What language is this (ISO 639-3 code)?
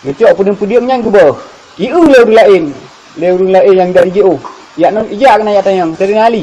ace